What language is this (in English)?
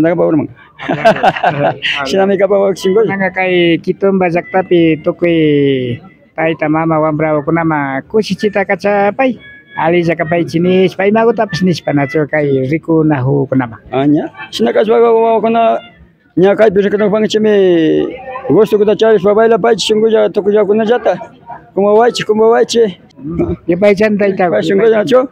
Imbabura Highland Quichua